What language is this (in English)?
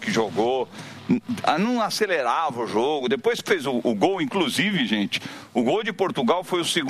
Portuguese